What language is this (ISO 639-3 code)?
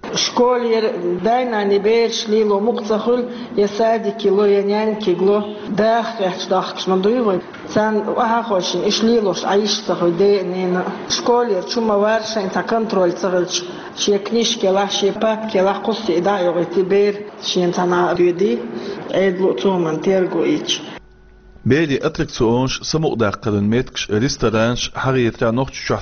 che